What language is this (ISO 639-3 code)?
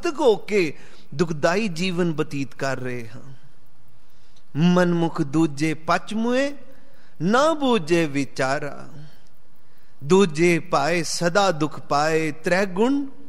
pan